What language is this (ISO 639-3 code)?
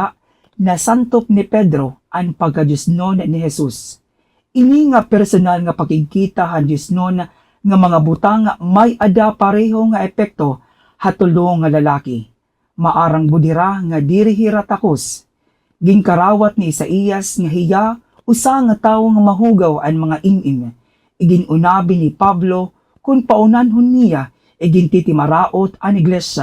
war